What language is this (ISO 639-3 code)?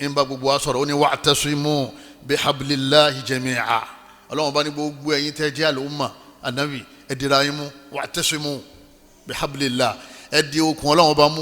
yor